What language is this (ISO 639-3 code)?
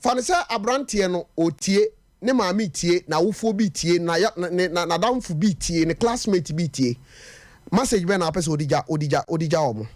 aka